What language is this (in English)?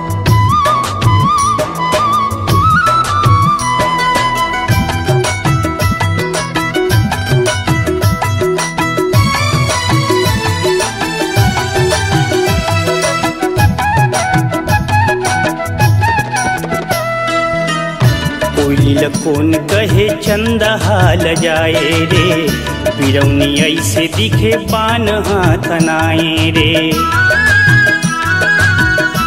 Chhattisgarhi